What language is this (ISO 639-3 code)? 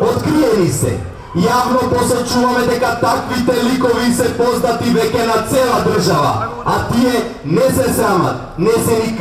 mkd